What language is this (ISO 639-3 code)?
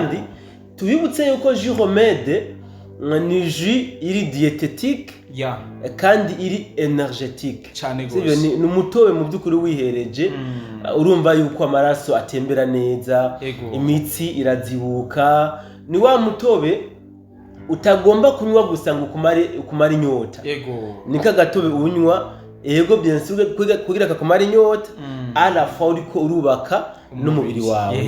run